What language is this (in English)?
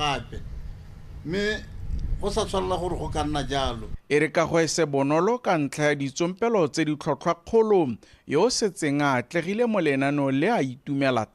Tswana